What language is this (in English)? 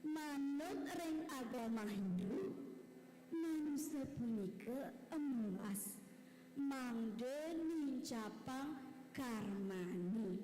Balinese